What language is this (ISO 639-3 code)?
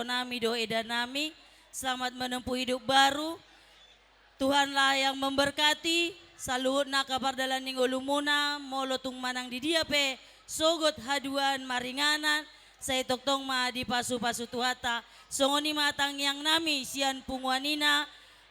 bbc